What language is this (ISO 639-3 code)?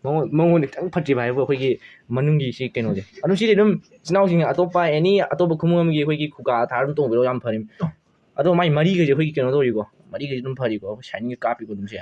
mni